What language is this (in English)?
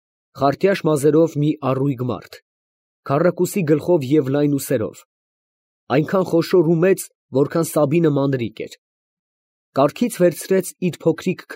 Armenian